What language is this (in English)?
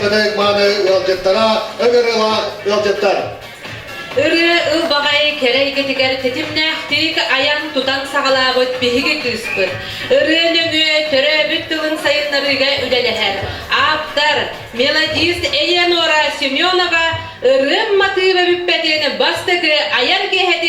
Yakut